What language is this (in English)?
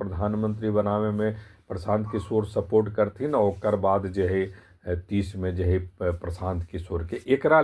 Magahi